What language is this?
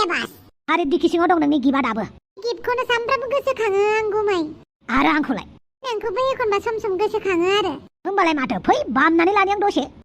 Bodo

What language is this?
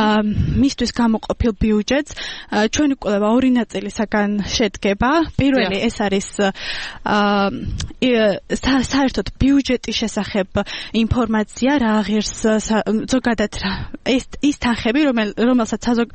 Georgian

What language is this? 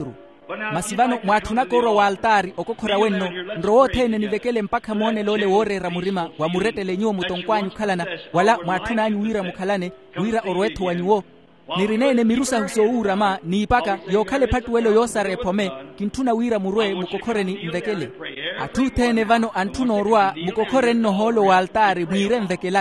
Makhuwa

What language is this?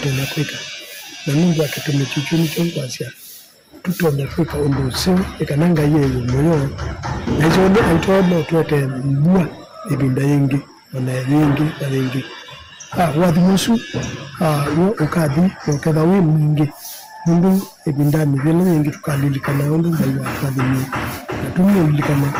Kamba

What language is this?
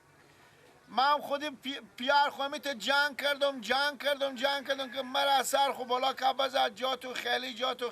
Persian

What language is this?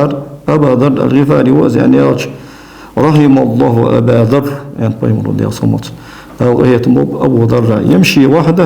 Ingush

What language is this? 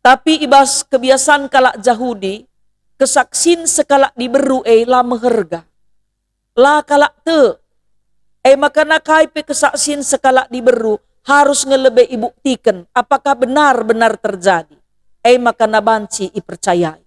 Batak Karo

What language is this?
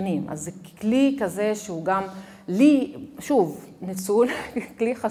Hebrew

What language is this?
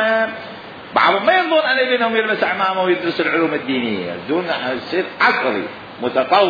Mesopotamian Arabic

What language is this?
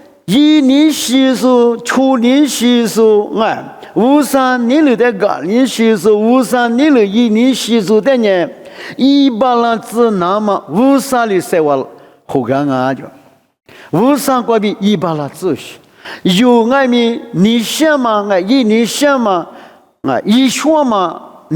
Lisu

